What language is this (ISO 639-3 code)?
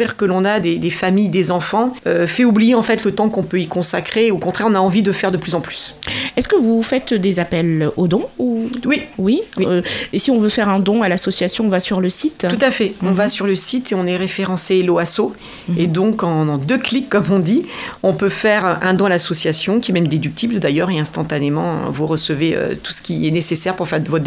fra